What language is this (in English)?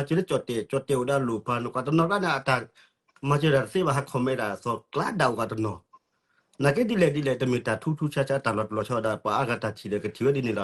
S'gaw Karen